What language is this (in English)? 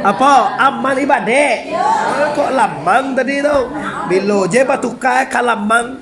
Minangkabau